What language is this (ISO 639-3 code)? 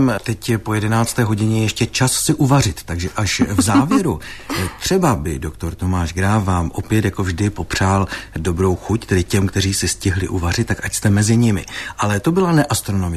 ces